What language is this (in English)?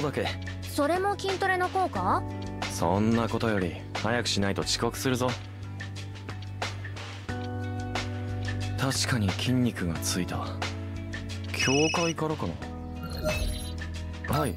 Japanese